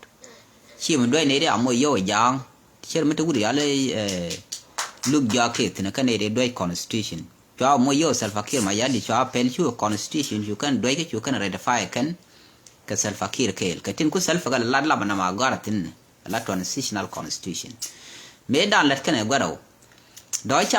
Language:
Nuer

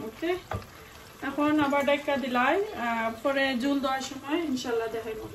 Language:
Sylheti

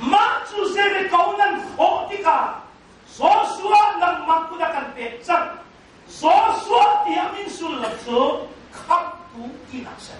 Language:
Hakha Chin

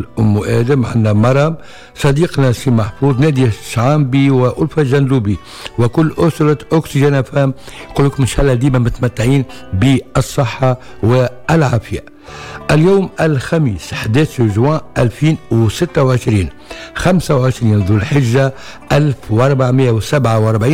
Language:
Tunisian Arabic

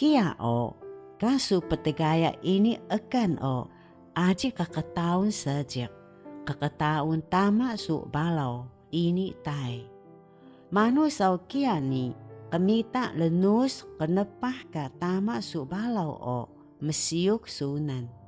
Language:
Taroko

